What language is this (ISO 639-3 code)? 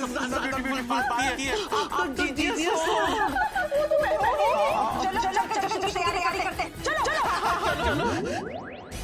hin